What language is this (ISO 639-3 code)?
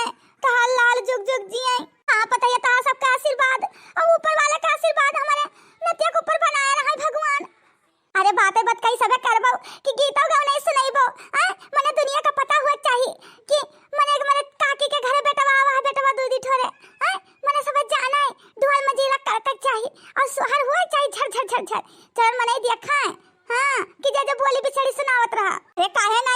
awa